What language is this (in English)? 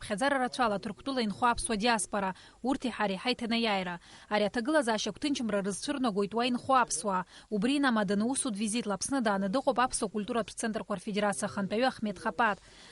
Abkhazian